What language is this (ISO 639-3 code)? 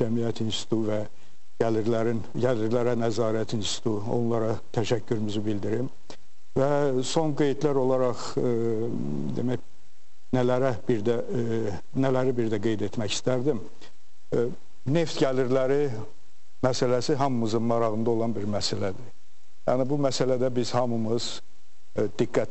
aze